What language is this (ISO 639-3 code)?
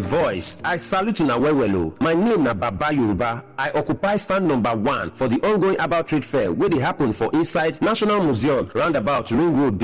pcm